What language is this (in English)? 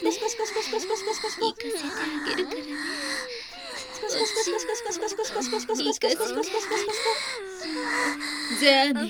Japanese